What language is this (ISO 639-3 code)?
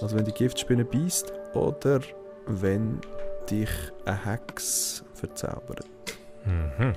gsw